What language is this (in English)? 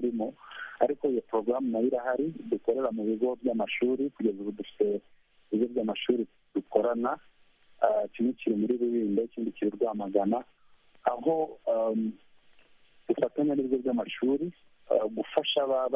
Kinyarwanda